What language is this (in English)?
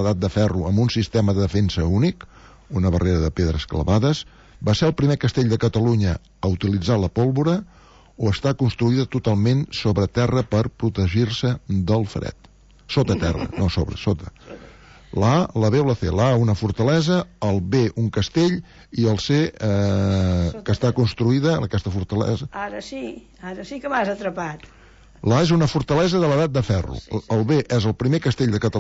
Catalan